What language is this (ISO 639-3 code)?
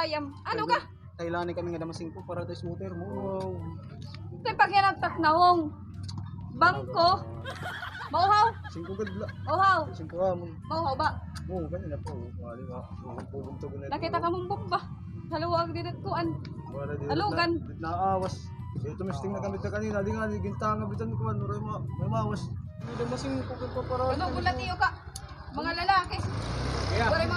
war